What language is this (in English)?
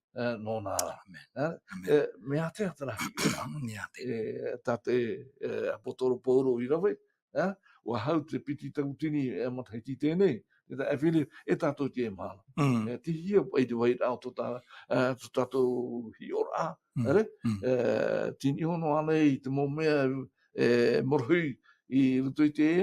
Tahitian